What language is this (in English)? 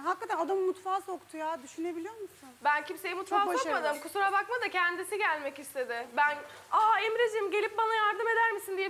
Turkish